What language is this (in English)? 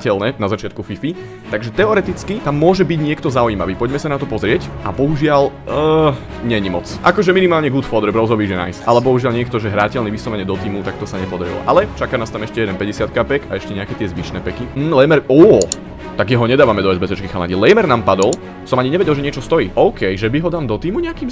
Slovak